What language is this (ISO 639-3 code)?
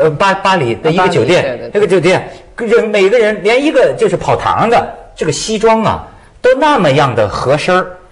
zho